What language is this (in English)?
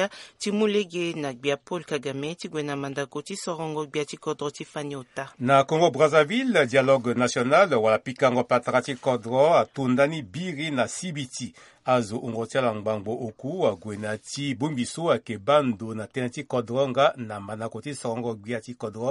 Sango